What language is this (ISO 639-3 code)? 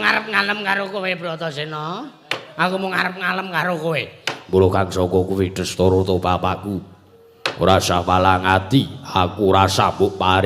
jav